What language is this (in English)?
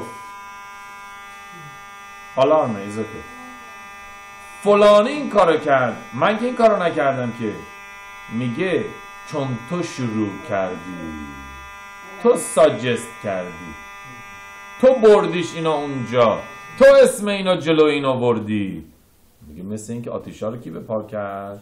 Persian